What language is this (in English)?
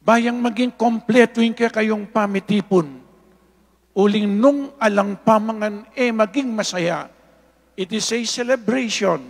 Pampanga